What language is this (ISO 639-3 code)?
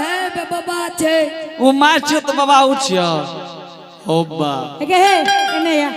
anp